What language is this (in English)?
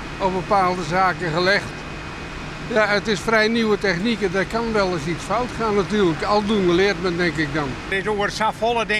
Western Frisian